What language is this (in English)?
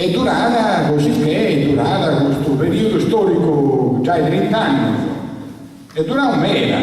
Sardinian